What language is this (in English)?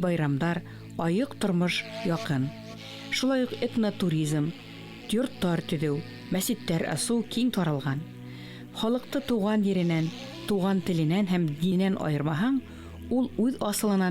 Bashkir